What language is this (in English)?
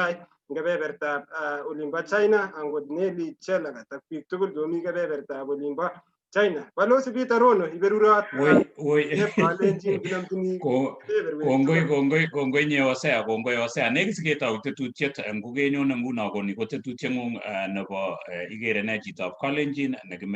Kalenjin